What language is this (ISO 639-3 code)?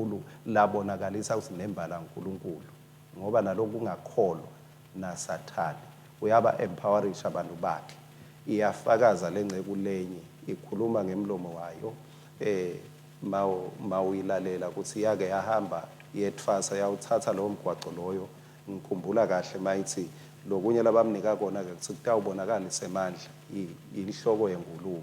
ssw